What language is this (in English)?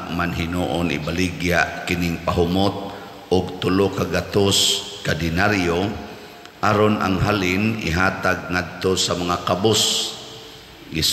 Cebuano